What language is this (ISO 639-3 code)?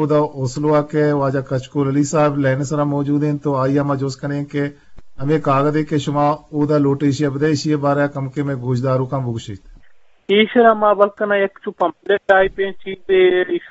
bgp